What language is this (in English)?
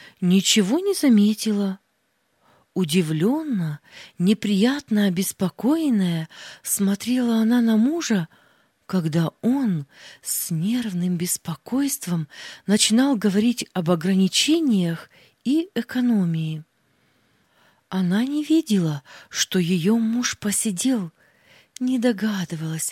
Russian